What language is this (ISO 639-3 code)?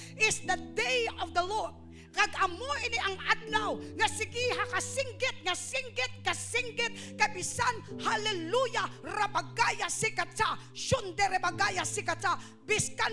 hil